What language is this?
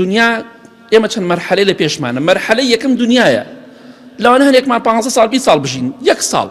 Central Kurdish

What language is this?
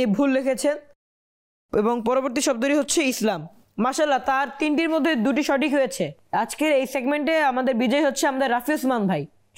Bangla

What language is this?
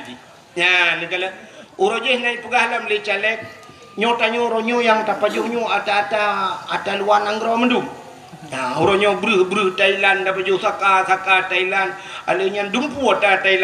Achinese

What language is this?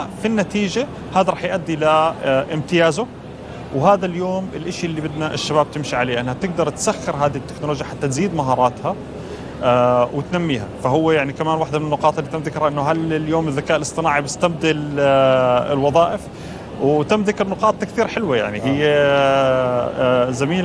North Levantine Arabic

